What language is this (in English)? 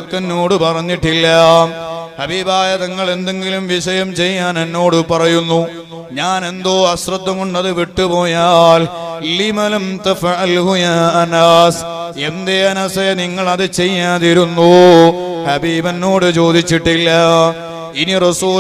Malayalam